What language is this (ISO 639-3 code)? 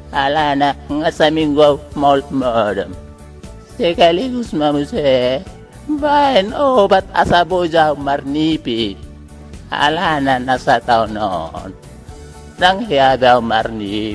bbc